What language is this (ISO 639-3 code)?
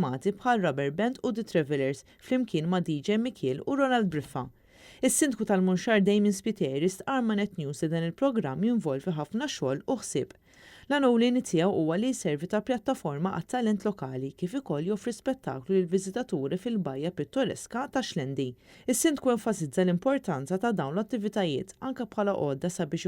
mlt